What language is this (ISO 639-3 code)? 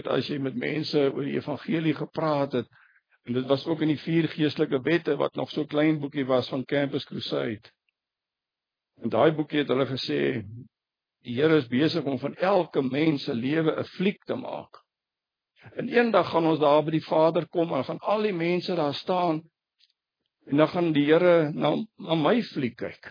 afr